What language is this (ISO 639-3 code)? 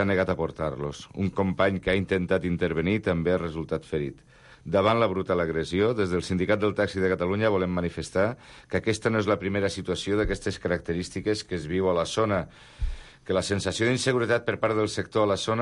cat